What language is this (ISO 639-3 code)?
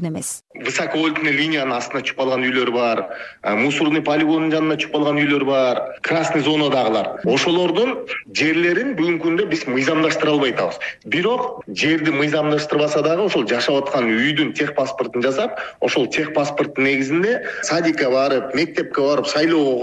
kir